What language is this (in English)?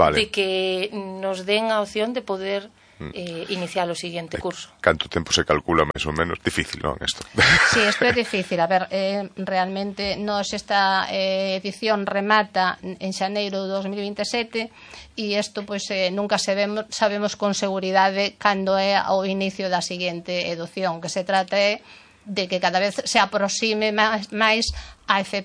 Galician